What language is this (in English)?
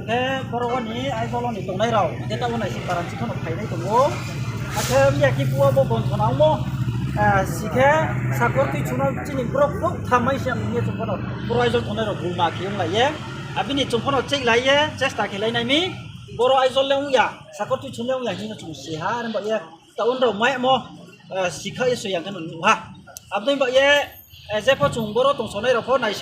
Riang (India)